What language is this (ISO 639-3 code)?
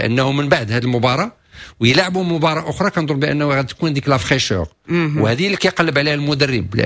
ary